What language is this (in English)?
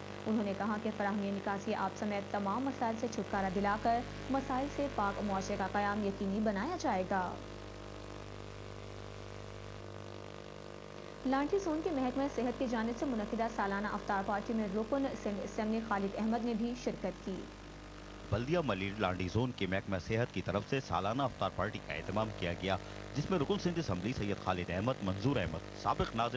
Urdu